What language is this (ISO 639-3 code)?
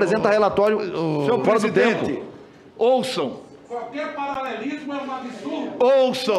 por